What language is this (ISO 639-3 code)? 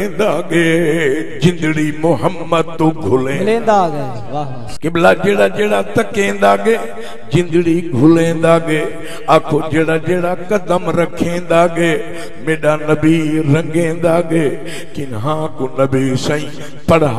skr